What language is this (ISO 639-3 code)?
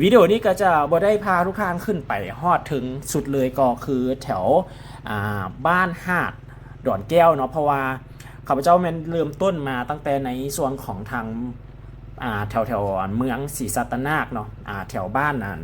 lao